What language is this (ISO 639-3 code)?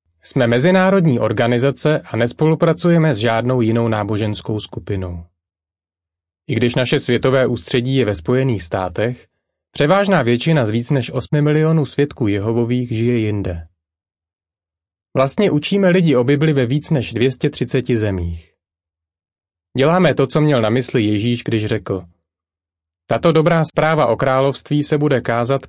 ces